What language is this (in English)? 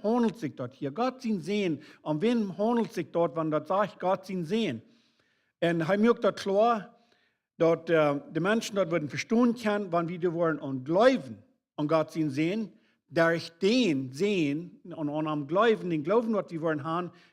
Plautdietsch